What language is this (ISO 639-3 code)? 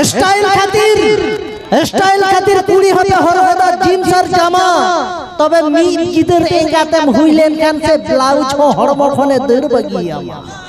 sat